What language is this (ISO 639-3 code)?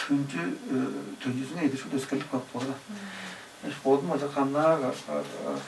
tyv